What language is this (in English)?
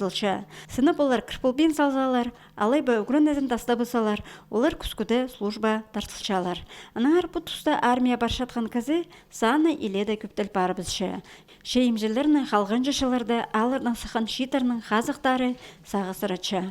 Khakas